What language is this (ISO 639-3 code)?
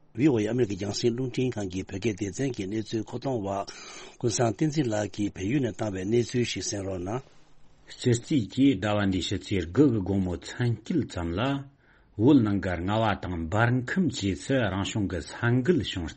bod